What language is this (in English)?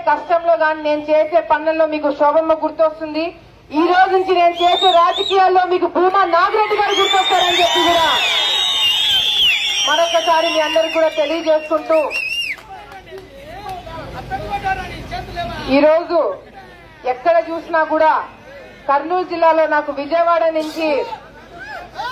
Telugu